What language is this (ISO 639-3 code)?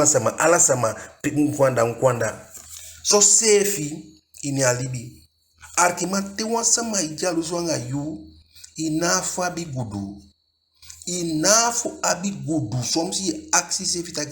djk